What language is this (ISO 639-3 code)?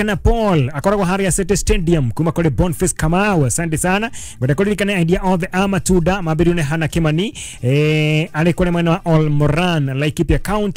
kik